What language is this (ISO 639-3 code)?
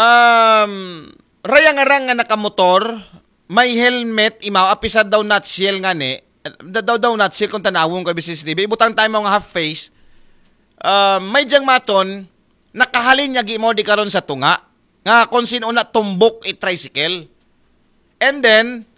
akl